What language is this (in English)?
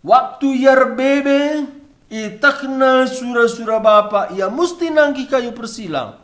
Batak Karo